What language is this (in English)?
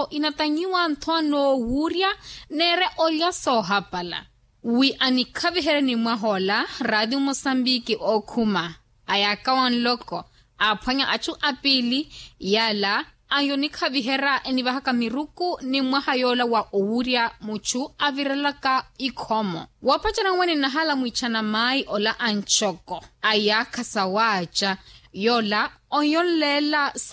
Makhuwa